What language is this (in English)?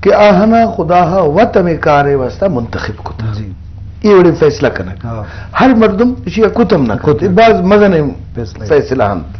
Eastern Balochi